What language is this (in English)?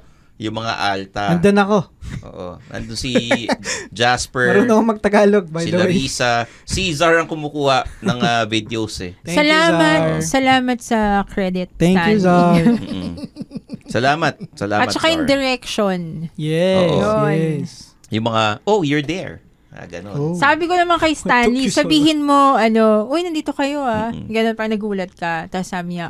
Filipino